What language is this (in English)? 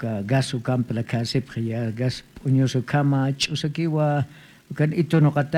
Aymara